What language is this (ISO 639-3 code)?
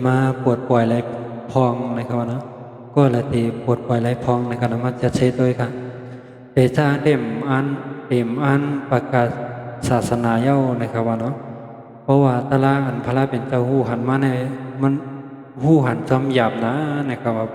shn